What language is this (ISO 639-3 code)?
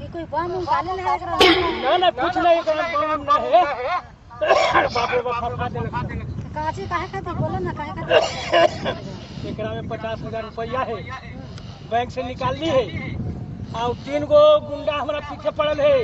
mag